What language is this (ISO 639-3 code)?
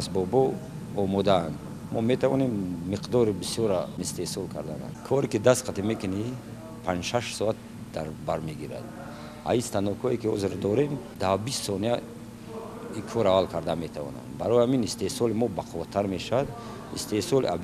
tgk